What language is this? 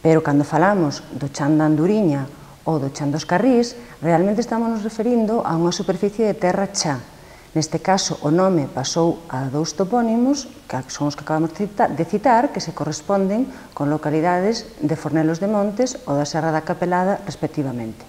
Galician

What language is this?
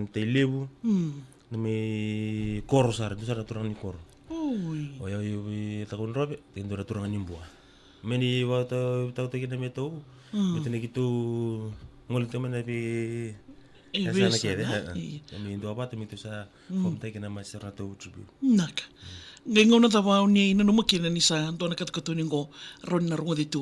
Fijian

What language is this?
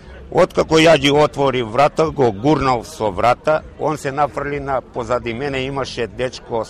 Macedonian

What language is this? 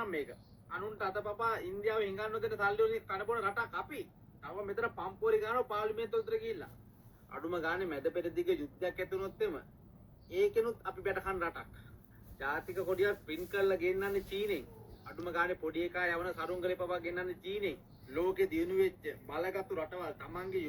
Sinhala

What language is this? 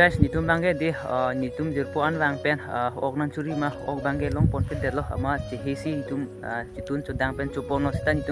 Karbi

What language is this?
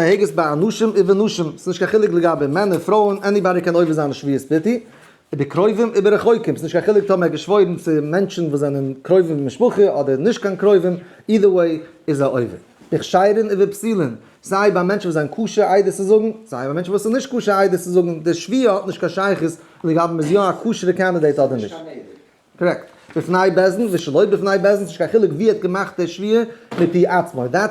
Yiddish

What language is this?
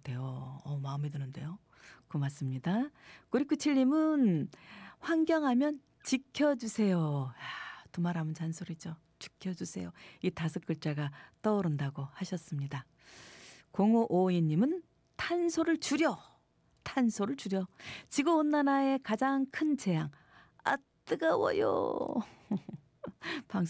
Korean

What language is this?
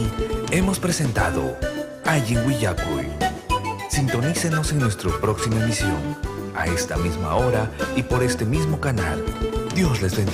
Ayacucho Quechua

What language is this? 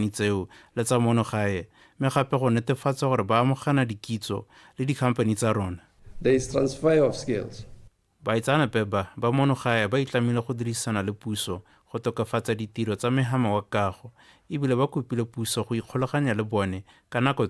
Tswana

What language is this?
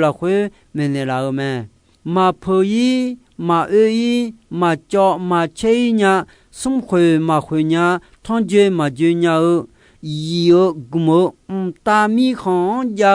Akha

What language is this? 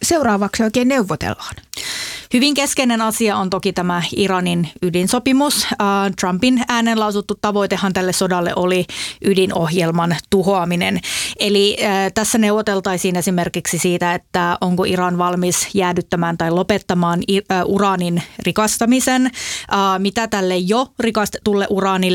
Finnish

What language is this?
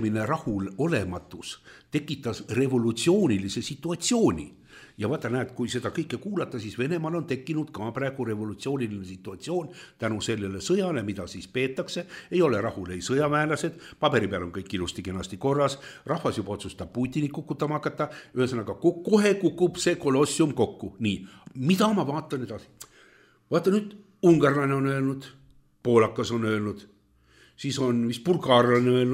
Estonian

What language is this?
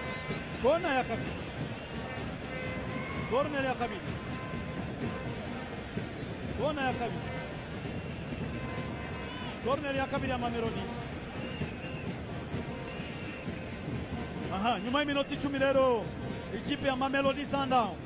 Kinyarwanda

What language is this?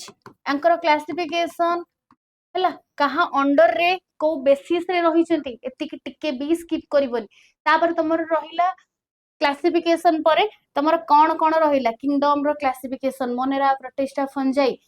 Odia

